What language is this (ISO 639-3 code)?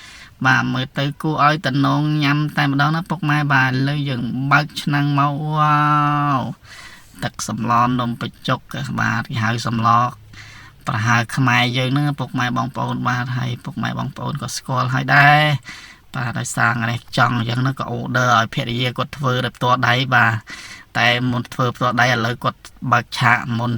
khm